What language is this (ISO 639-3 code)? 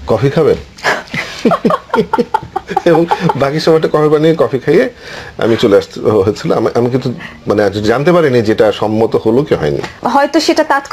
ben